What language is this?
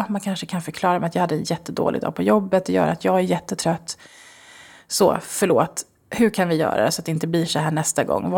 Swedish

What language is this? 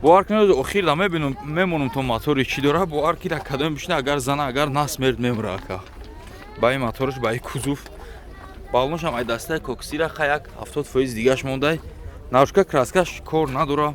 Tajik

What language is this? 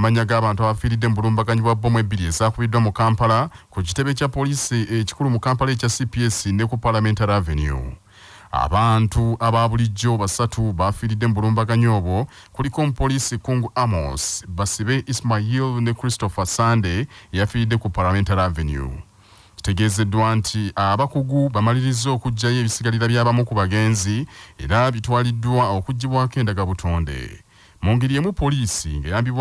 Ganda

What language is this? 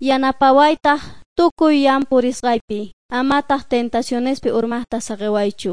Quechua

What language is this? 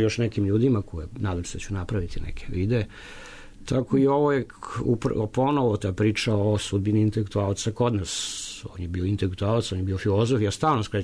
Serbian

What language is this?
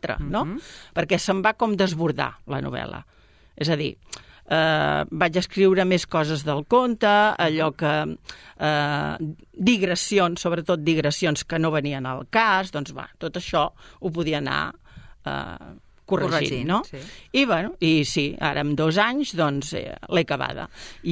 Catalan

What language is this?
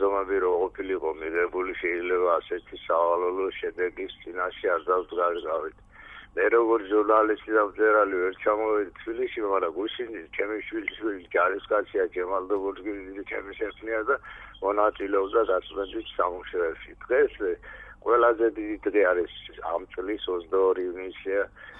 Georgian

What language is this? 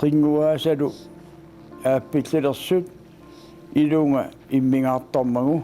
Kalaallisut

